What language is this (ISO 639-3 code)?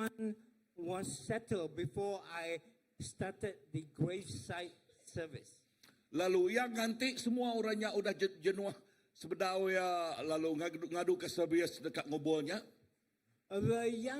iba